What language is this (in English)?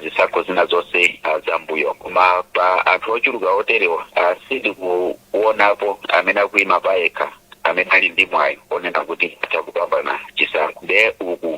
Nyanja